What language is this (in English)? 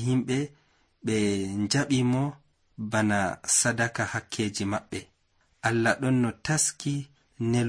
Nigerian Fulfulde